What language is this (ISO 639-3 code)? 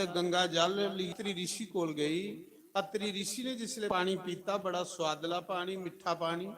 doi